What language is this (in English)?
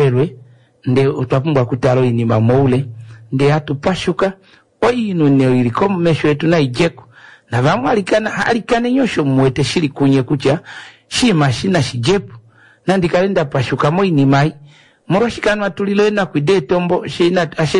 Kuanyama